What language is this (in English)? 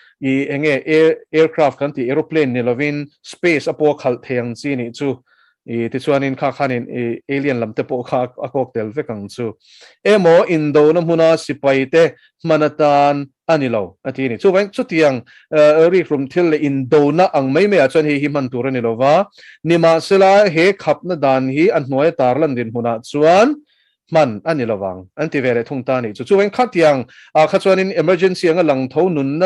Mizo